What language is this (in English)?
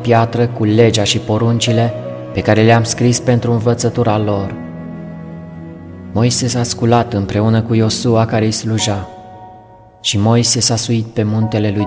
Romanian